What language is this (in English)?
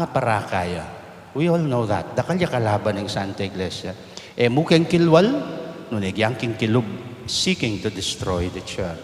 Pampanga